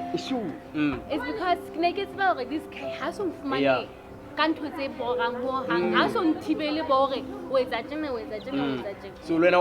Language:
Southern Sotho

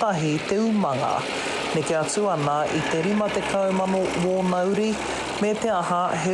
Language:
Māori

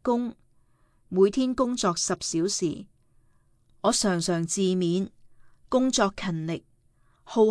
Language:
Cantonese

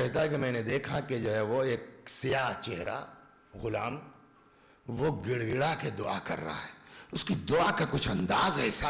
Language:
Urdu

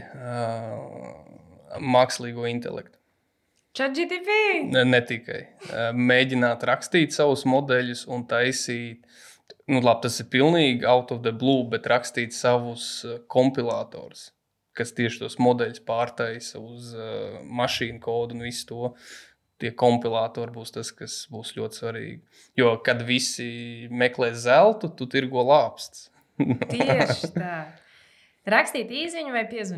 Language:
Latvian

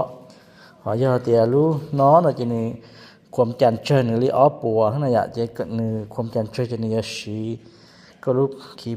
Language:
Hmong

